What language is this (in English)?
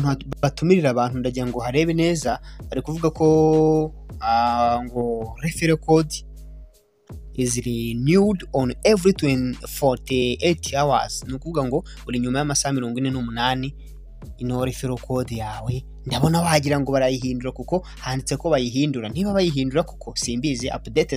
Kinyarwanda